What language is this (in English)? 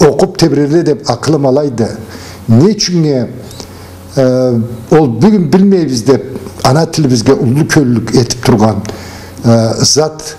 Karachay-Balkar